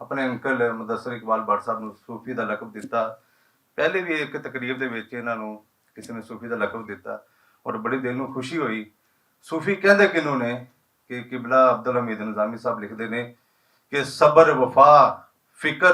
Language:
Western Panjabi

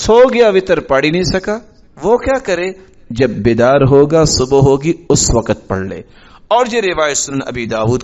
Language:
Urdu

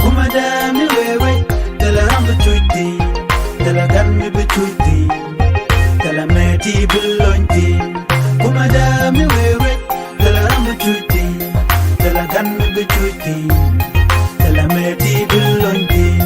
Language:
Nuer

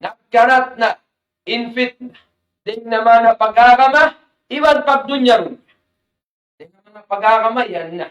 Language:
Tausug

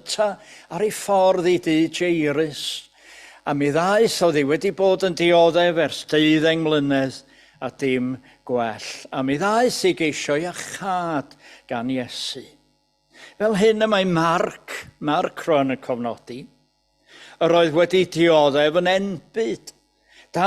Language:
Welsh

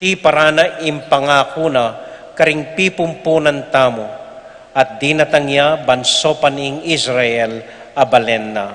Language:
Pampanga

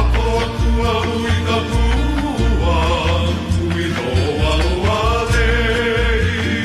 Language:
Hawaiian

